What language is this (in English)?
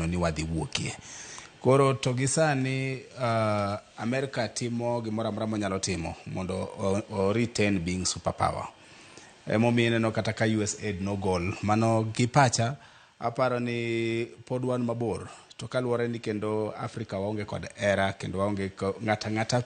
Luo (Kenya and Tanzania)